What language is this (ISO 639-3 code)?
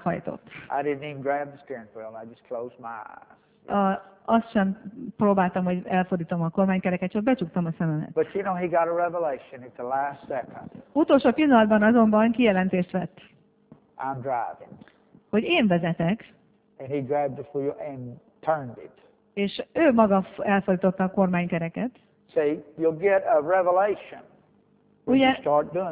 hun